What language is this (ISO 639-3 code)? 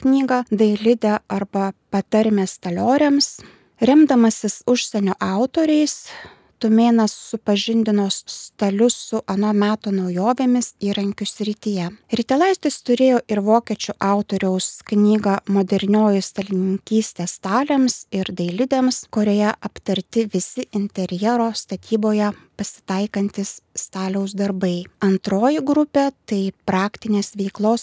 lit